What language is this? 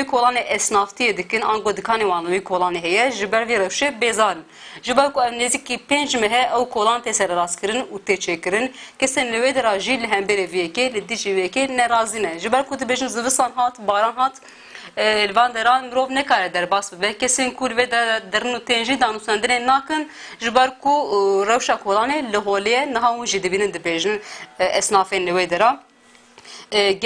Kurdish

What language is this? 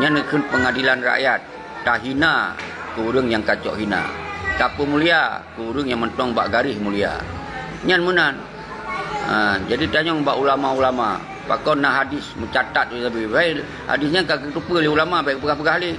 Achinese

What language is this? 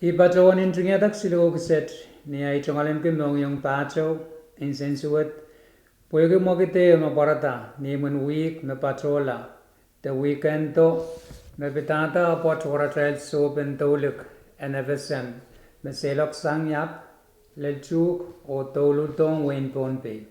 Pohnpeian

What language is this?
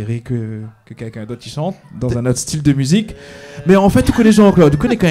Réunion Creole French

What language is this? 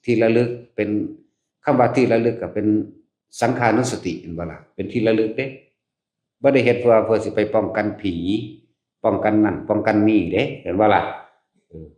Northeastern Thai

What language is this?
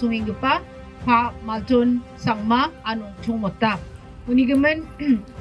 Garo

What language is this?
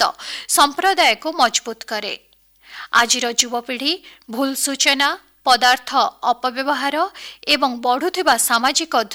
Odia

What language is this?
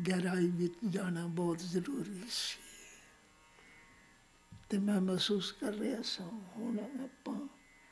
Punjabi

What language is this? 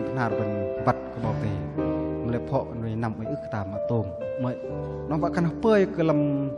Bahnar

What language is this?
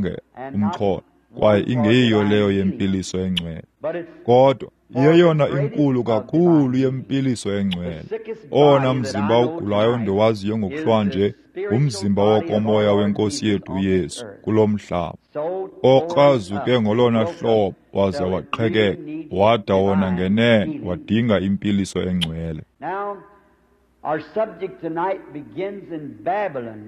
Xhosa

